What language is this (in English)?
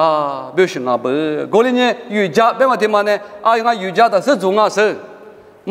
Lisu